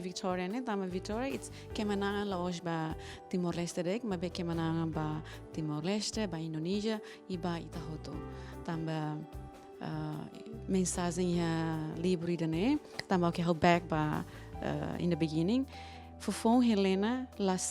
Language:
Tetum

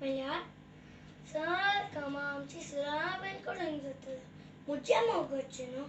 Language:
Konkani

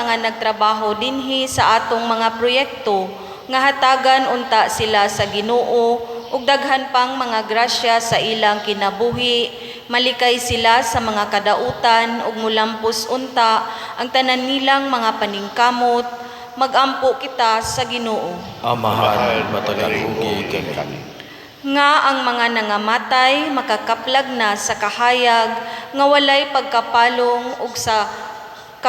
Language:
Cebuano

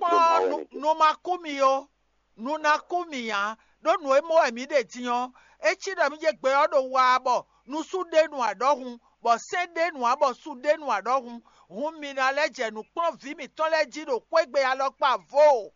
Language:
Fon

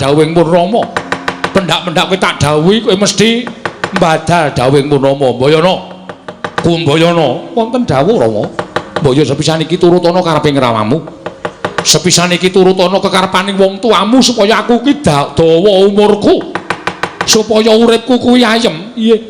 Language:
Javanese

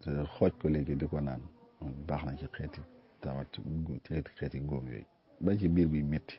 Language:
Wolof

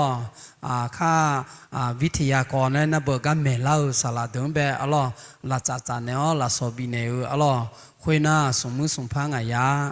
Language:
Akha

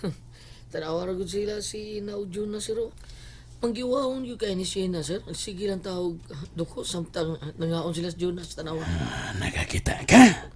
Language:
Cebuano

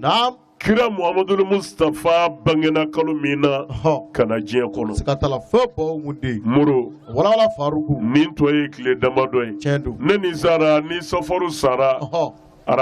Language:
Bambara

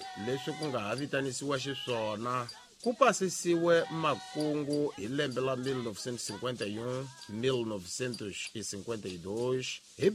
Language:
Tsonga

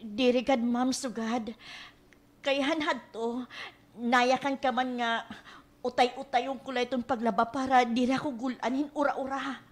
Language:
Waray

